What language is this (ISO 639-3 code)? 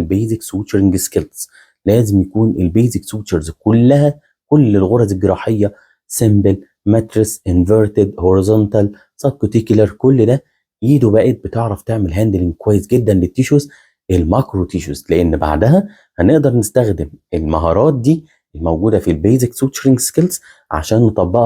arz